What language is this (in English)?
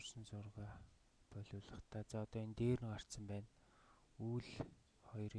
Mongolian